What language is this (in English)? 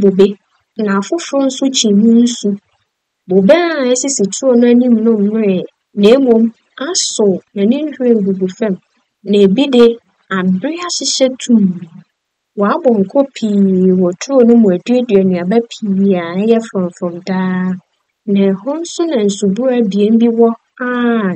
Akan